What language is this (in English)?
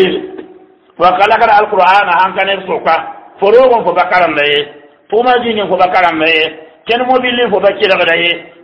Mossi